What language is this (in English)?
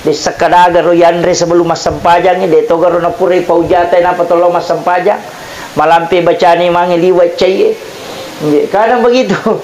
Buginese